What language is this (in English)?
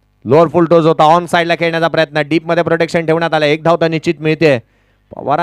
Marathi